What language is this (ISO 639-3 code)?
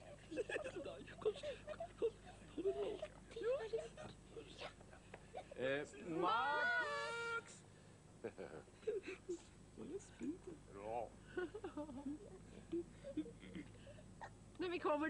nor